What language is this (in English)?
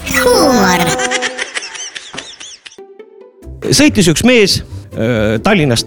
Estonian